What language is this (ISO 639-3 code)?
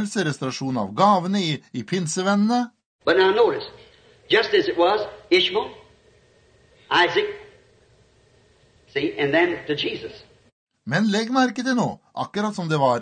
nor